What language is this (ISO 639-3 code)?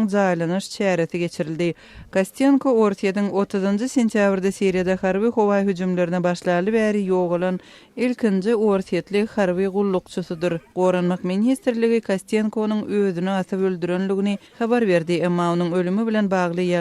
tuk